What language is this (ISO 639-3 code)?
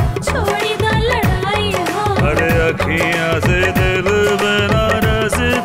bho